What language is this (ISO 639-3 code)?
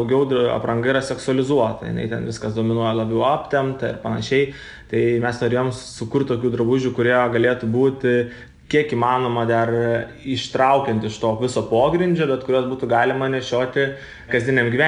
lit